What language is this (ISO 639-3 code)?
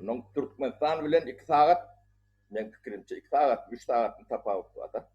tuk